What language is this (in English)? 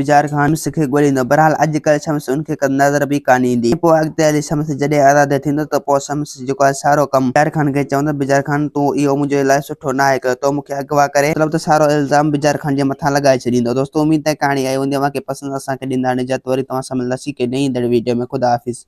Sindhi